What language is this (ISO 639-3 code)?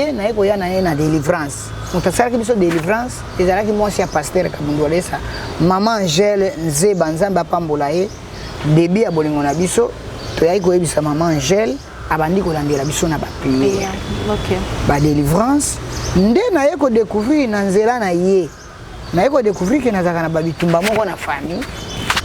lin